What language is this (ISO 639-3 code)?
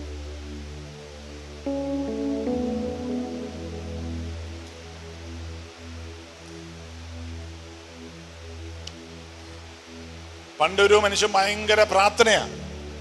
mal